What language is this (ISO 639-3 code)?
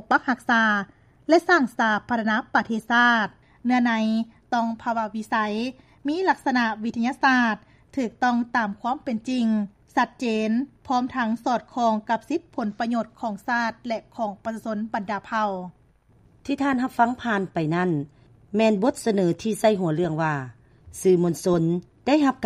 lao